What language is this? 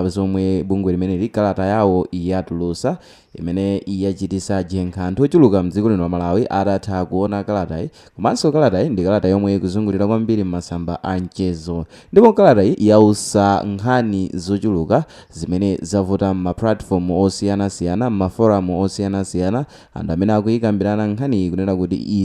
Nyanja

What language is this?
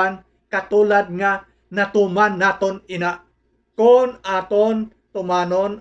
Hiligaynon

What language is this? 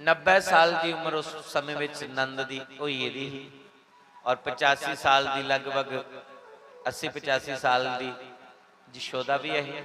Dogri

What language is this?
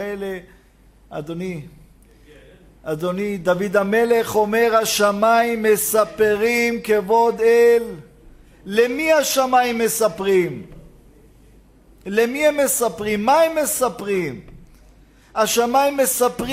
Hebrew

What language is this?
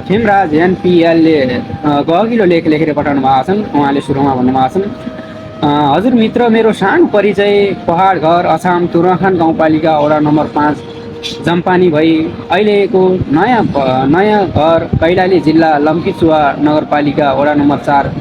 Nepali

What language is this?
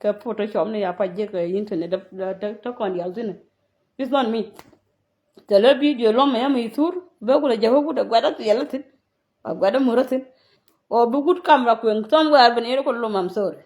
Nuer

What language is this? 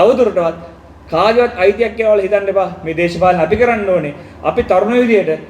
Sinhala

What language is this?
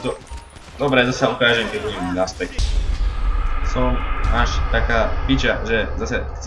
Slovak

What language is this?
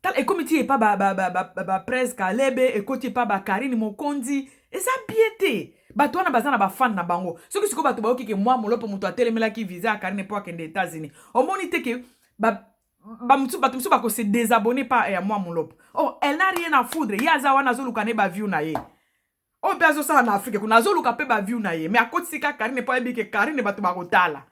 Lingala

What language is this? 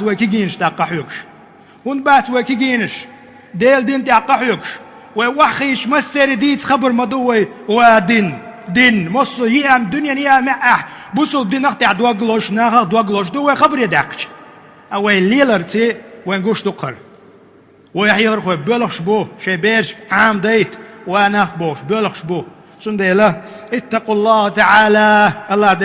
Chechen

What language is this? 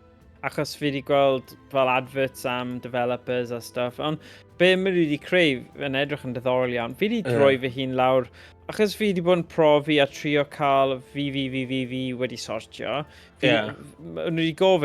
Welsh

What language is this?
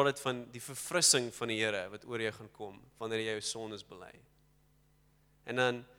Afrikaans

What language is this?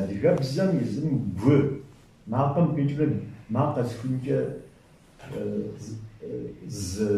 Kabardian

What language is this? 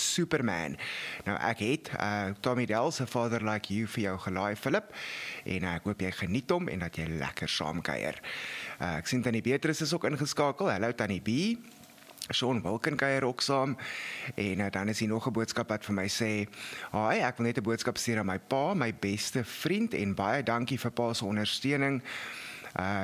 Afrikaans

